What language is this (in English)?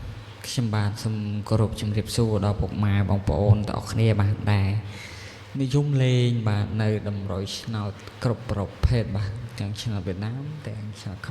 Khmer